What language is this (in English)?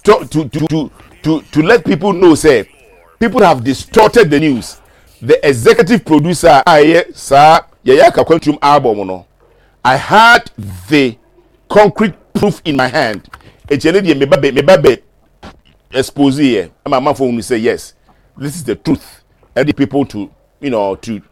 Akan